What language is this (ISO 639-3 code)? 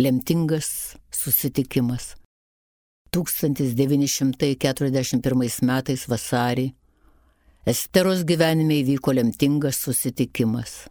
lit